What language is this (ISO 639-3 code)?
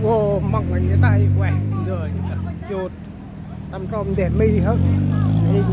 cmo